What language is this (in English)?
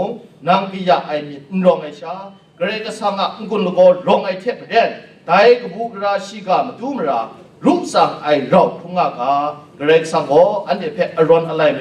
Kachin